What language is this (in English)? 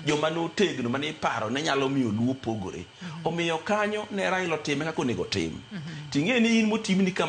Luo (Kenya and Tanzania)